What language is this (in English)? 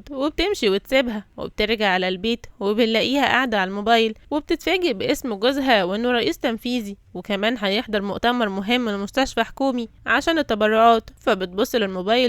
Egyptian Arabic